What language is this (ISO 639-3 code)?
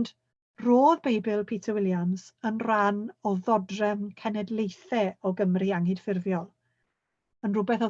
cym